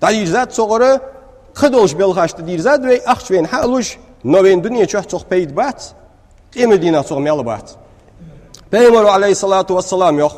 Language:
Ingush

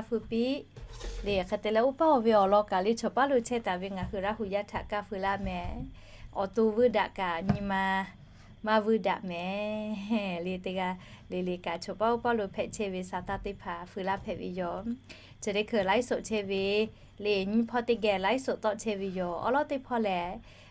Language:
Lahu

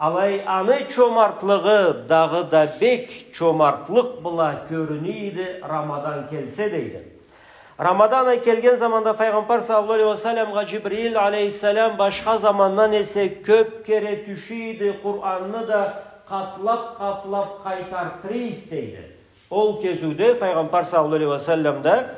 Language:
Karachay-Balkar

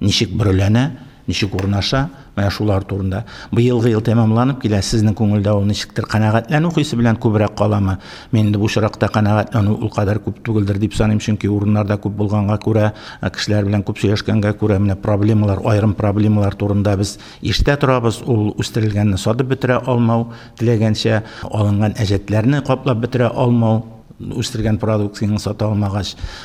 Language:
Tatar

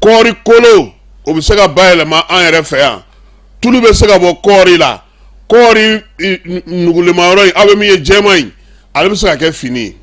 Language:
Bambara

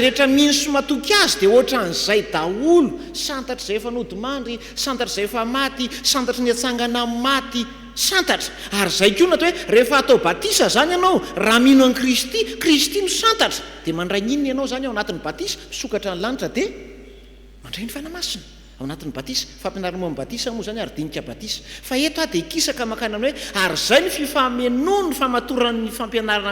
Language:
Malagasy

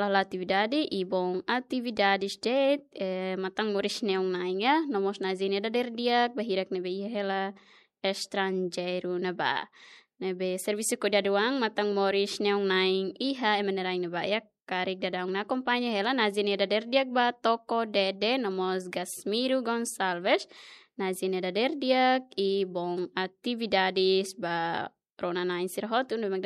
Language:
Tetum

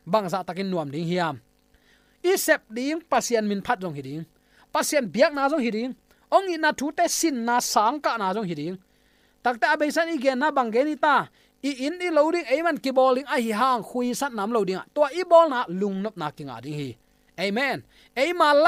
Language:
Tedim Chin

